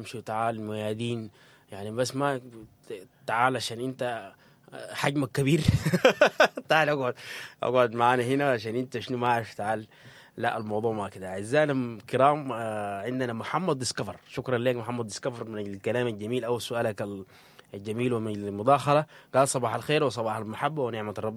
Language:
Sudanese Arabic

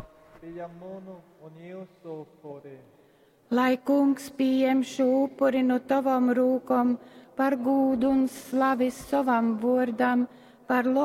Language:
Latgalian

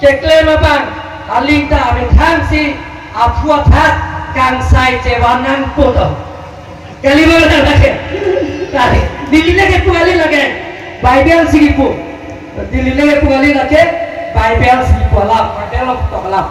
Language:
Karbi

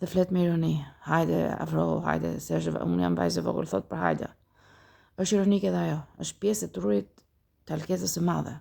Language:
Albanian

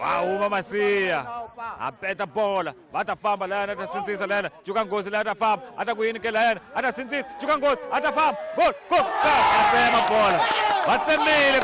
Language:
Tsonga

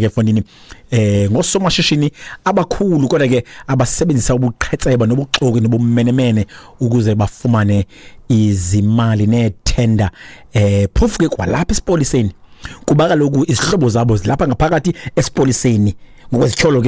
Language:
Xhosa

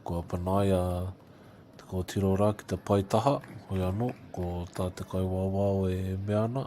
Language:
Māori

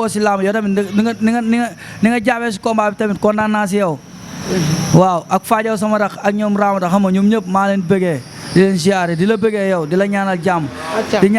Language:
Wolof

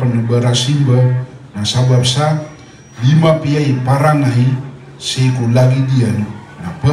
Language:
Maranao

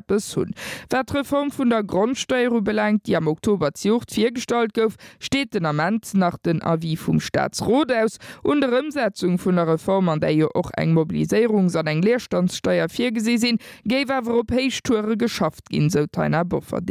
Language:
Luxembourgish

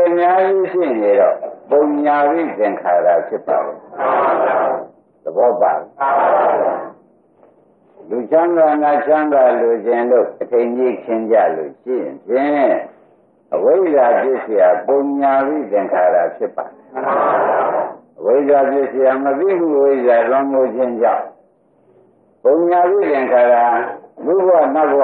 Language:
Burmese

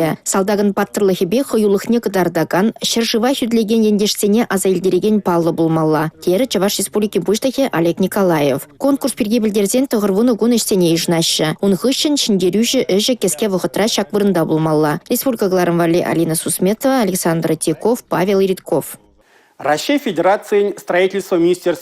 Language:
Chuvash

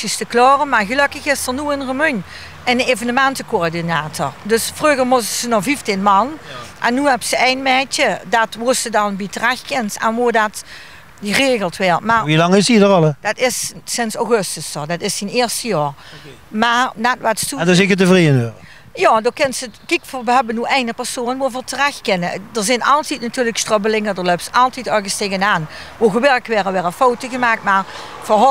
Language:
Limburgish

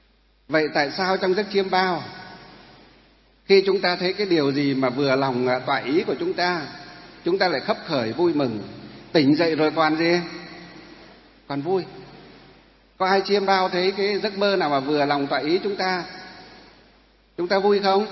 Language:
Vietnamese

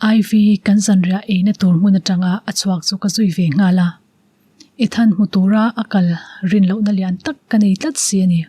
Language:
Mizo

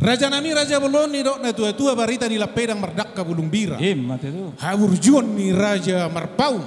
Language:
Batak Toba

